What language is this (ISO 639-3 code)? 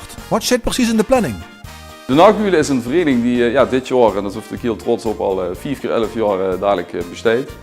lim